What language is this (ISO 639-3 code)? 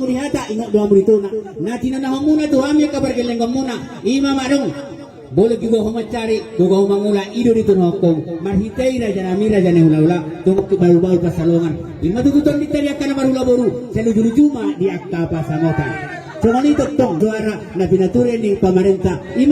bbc